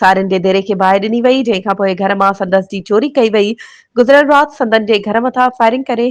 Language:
Sindhi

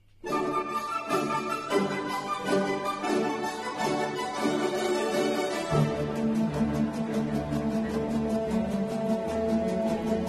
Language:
Kazakh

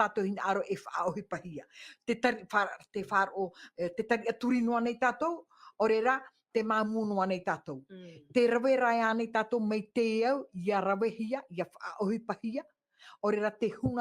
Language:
Tahitian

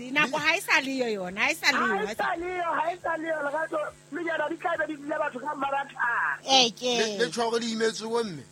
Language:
Southern Sotho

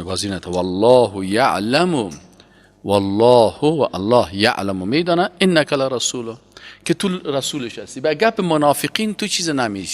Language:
Persian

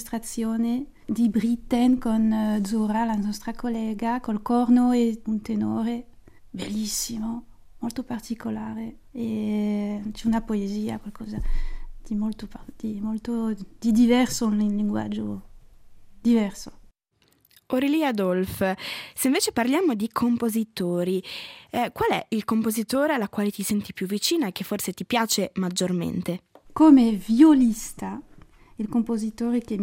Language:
Italian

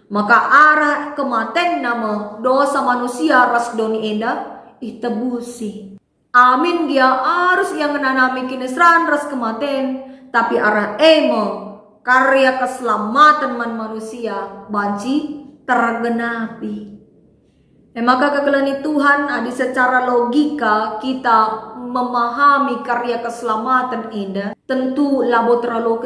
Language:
Batak Karo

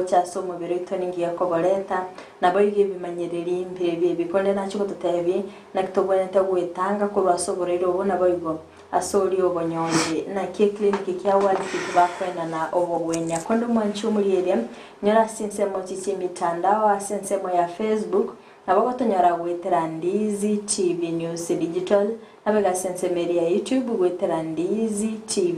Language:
Gusii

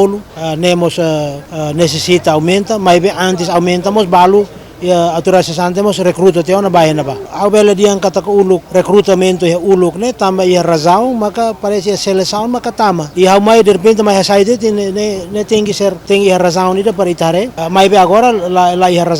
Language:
Tetum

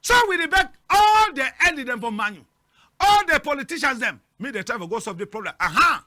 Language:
Cameroon Pidgin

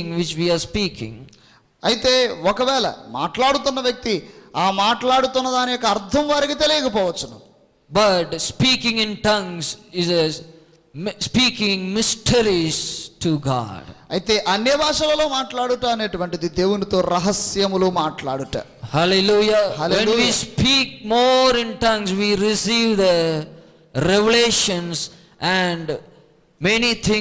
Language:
Telugu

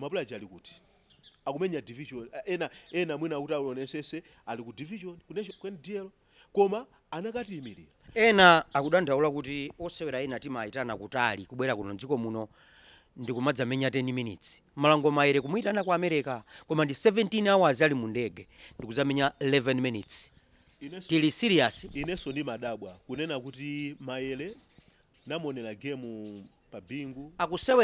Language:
Nyanja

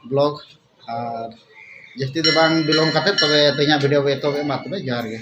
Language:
Santali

